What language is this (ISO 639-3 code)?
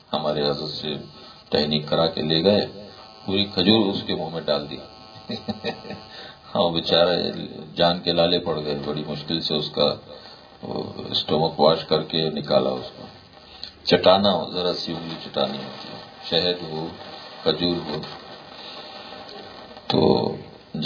urd